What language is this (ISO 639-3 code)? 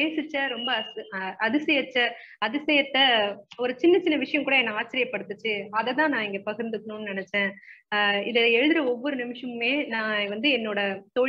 tam